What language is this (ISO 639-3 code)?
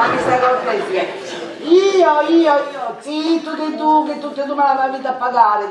scn